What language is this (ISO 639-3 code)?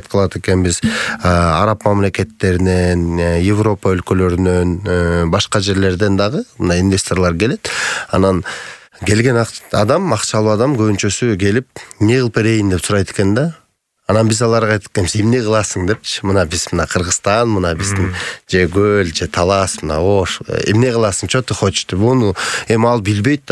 kir